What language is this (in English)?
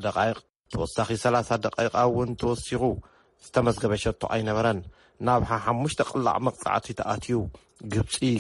Tigrinya